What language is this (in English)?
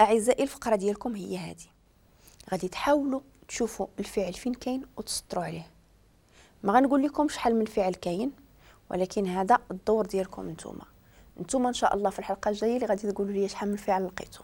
Moroccan Arabic